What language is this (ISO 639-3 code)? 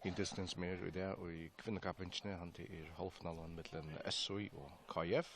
fao